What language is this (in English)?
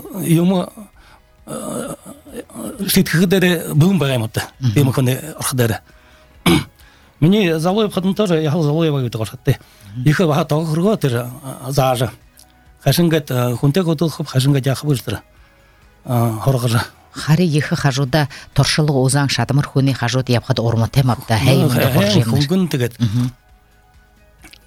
Buriat